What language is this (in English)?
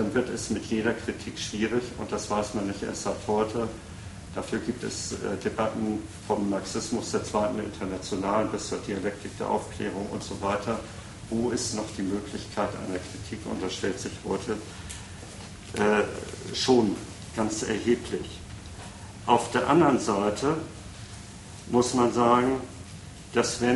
German